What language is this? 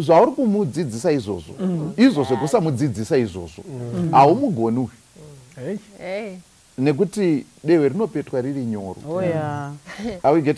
Shona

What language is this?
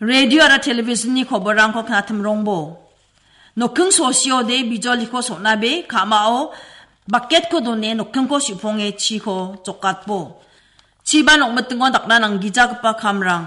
Garo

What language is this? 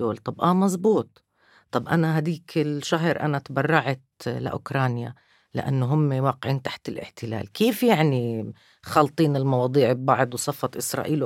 North Levantine Arabic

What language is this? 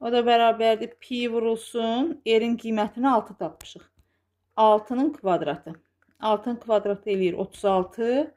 Azerbaijani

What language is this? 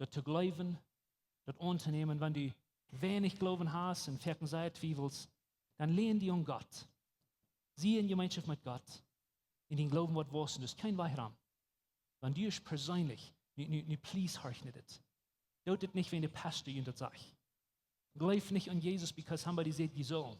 Plautdietsch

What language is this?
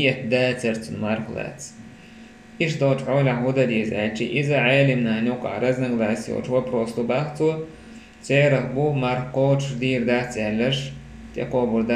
Chechen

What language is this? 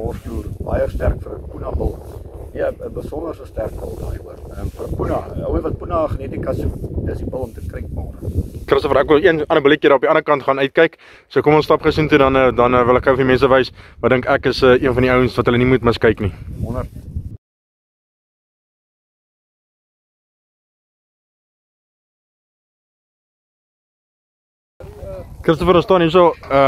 Afrikaans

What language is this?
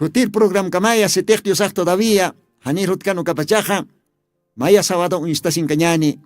Aymara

